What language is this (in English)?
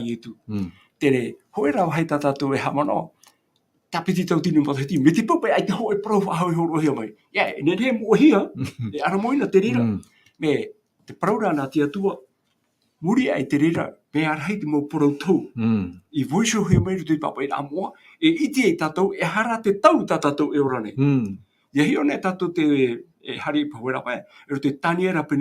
Tahitian